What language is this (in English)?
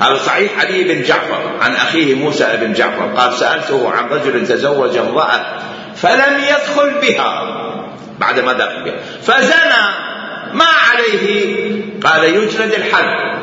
Mesopotamian Arabic